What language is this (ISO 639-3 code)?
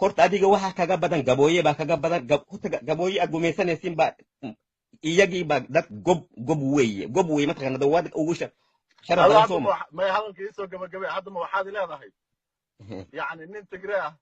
som